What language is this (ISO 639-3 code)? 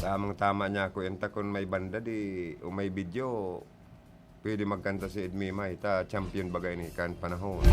bik